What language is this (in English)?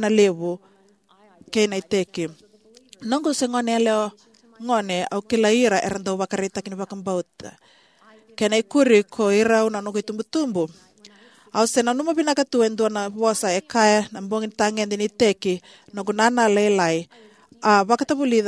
Fijian